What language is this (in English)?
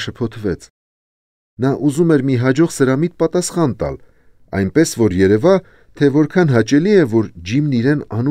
Armenian